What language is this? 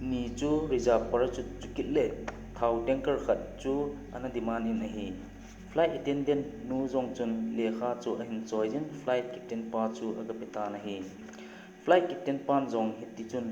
Thado Chin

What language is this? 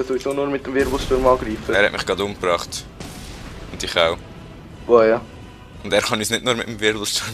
Swiss German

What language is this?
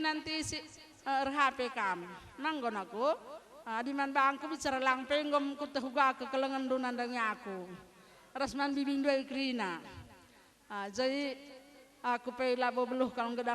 Batak Karo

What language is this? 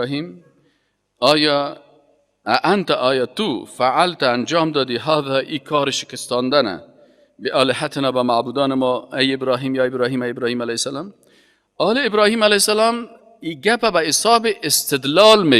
Persian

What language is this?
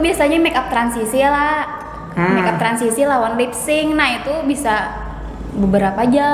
Banjar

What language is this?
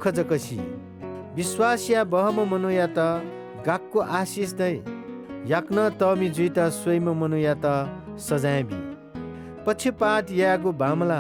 Newari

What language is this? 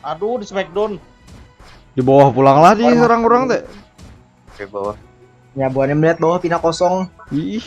Banjar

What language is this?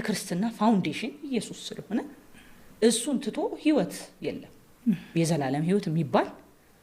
Amharic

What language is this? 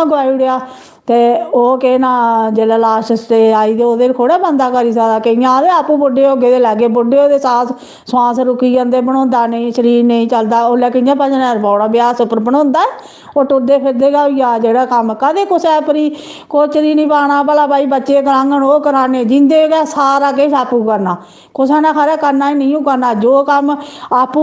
Dogri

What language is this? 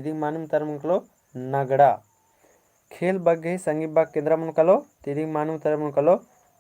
Kurukh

